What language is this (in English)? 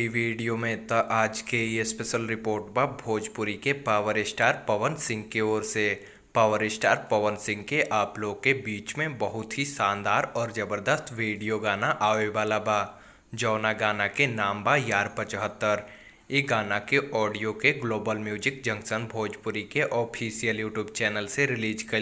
Bhojpuri